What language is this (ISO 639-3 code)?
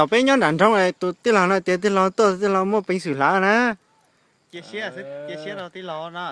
hmn